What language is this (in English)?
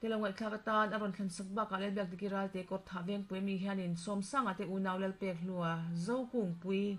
Mizo